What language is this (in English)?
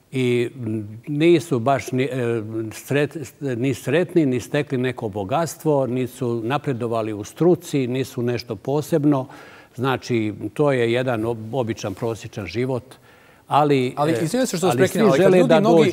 Bosnian